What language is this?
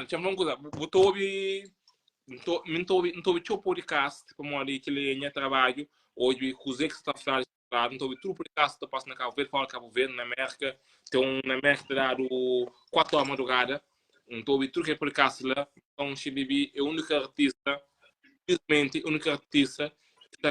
Kabuverdianu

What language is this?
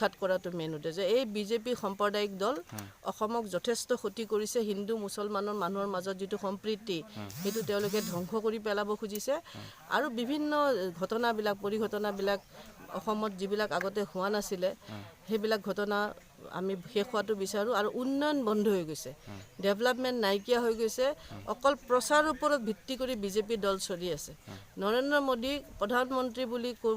Assamese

